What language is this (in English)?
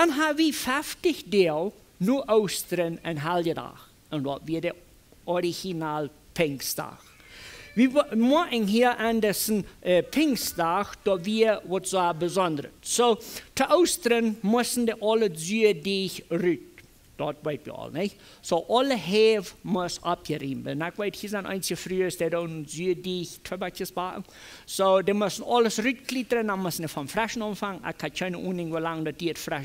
Plautdietsch